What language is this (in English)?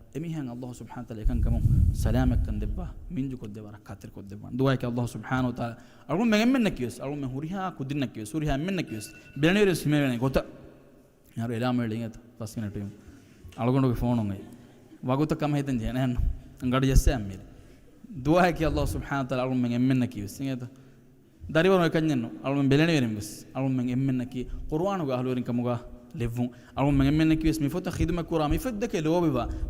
Divehi